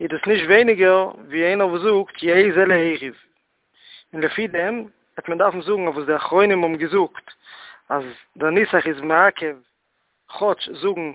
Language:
Yiddish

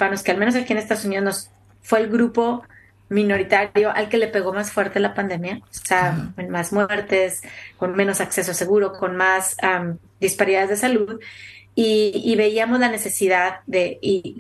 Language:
Spanish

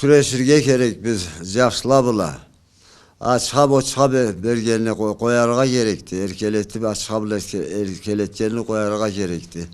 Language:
Karachay-Balkar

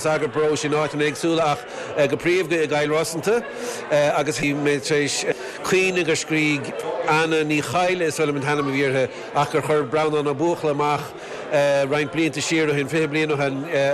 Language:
Irish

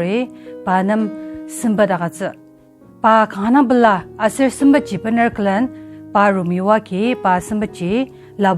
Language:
Ao Naga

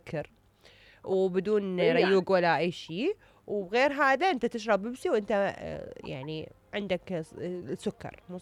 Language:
Mesopotamian Arabic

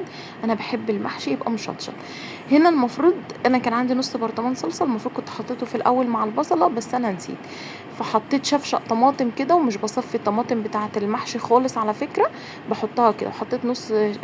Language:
Egyptian Arabic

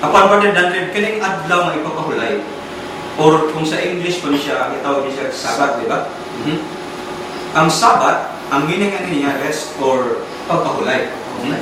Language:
Cebuano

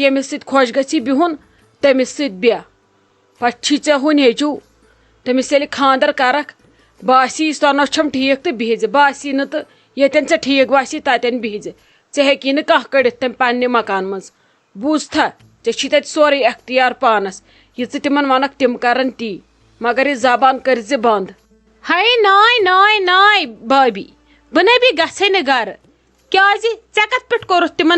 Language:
Kashmiri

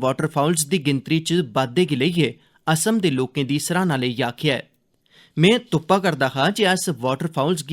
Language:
Dogri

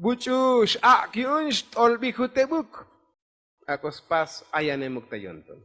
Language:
Tzotzil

